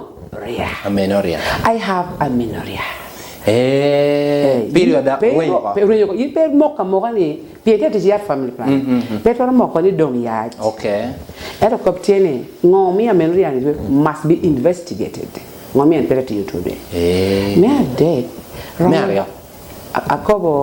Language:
Lango (Uganda)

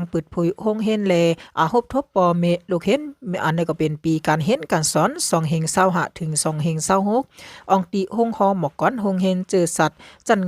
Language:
Shan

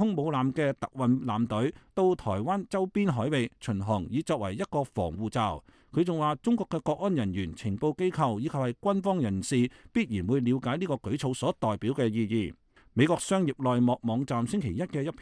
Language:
Cantonese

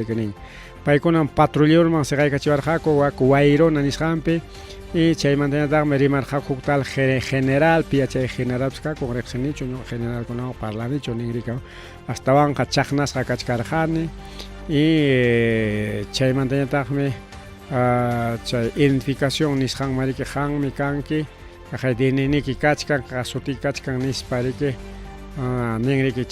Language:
Ayacucho Quechua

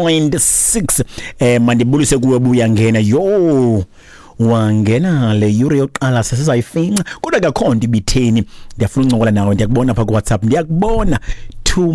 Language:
Xhosa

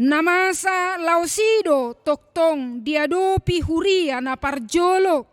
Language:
Batak Toba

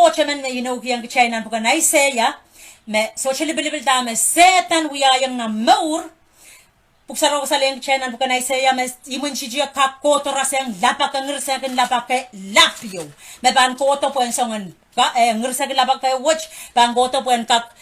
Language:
Pohnpeian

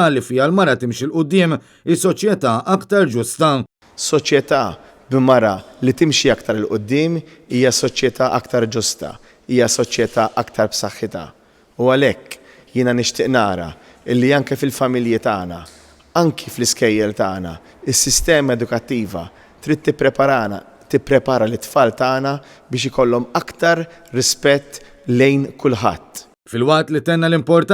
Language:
Maltese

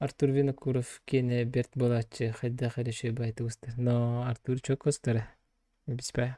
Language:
Yakut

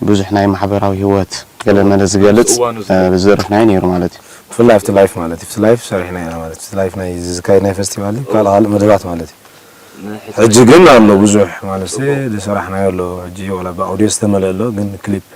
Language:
Tigrinya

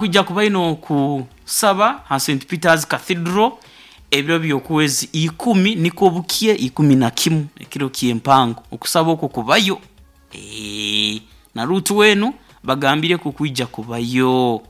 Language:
Nyoro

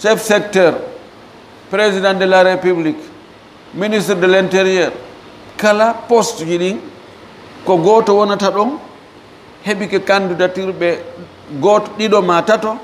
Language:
Fula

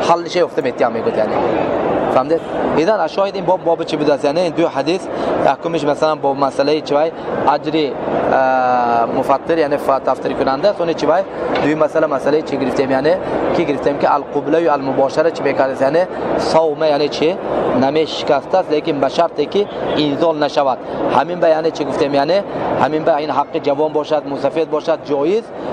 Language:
Tajik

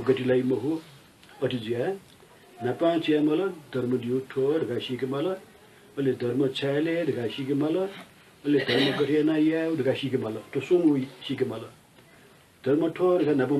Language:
Newari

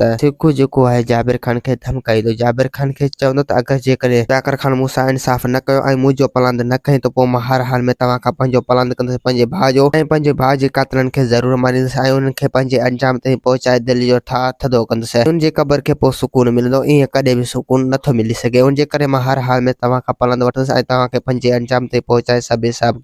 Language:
Sindhi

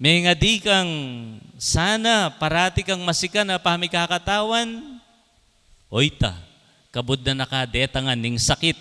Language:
Pampanga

